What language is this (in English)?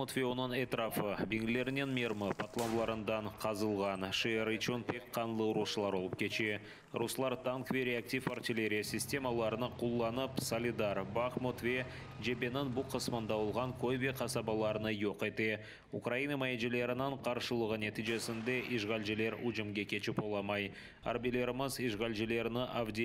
Crimean Tatar